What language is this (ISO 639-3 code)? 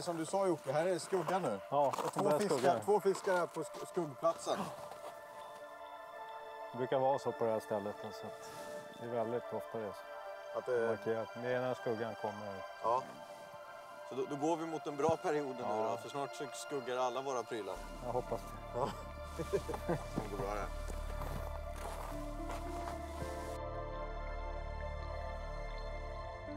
swe